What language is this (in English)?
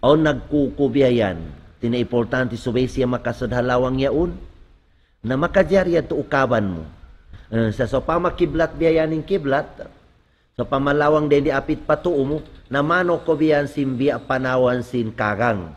Tausug